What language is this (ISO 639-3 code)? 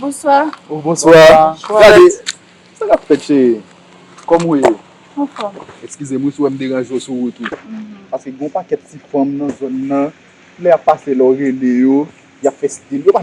hat